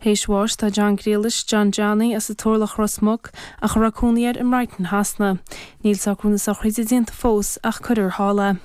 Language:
Irish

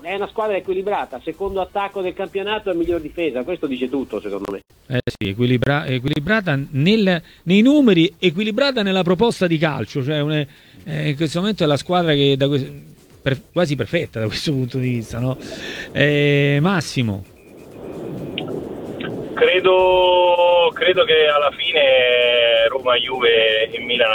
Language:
Italian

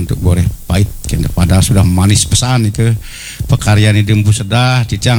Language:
Balinese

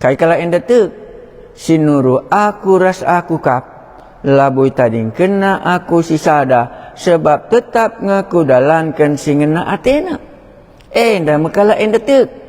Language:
Batak Karo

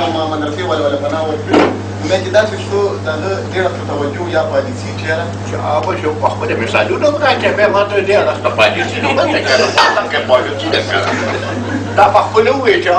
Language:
Pashto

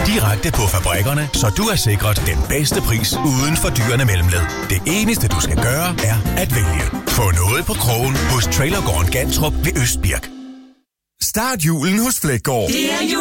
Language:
Danish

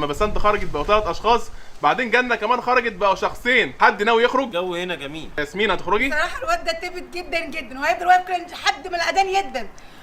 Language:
Egyptian Arabic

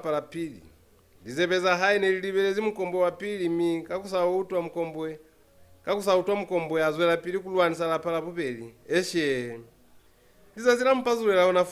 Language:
Lozi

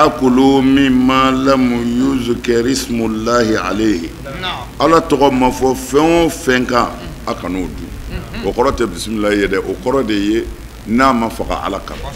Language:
Bambara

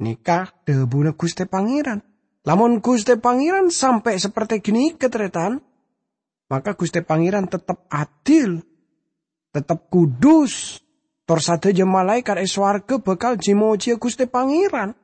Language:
Madurese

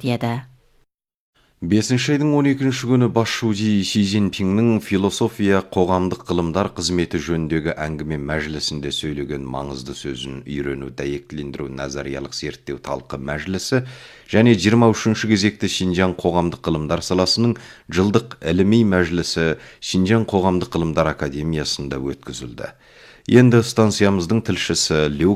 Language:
Kazakh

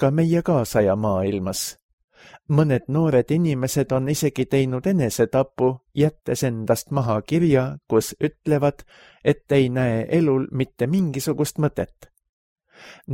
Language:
Estonian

